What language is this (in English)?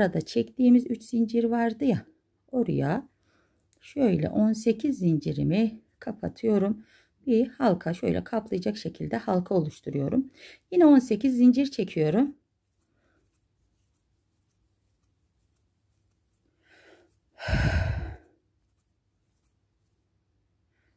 Turkish